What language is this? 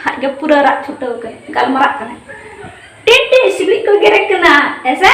Santali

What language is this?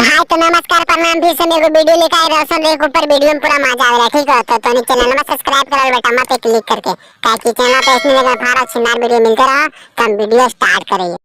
Magahi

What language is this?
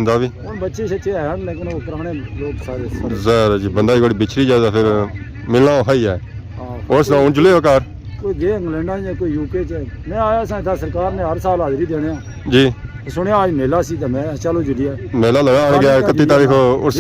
Pahari-Potwari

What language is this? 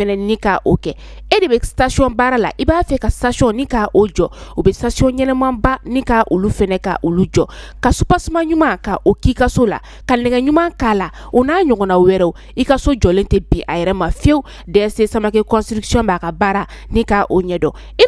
Bambara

